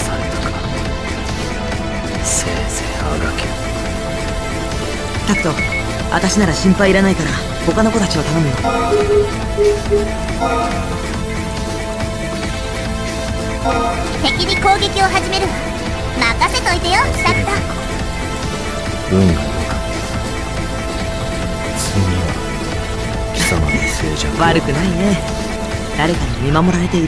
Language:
Japanese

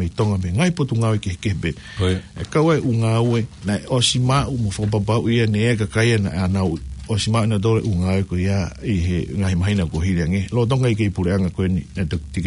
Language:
Tongan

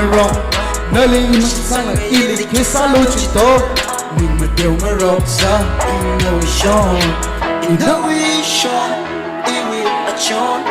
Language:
Tangkhul Naga (India)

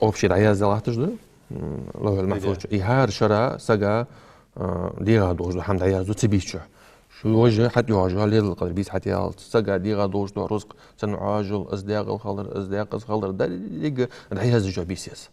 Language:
Ingush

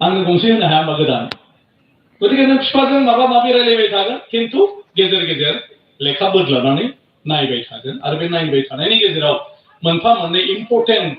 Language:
Bodo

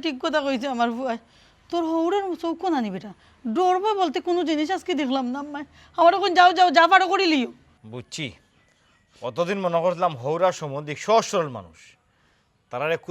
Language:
Sylheti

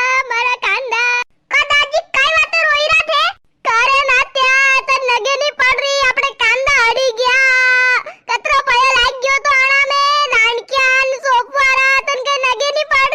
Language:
Rajasthani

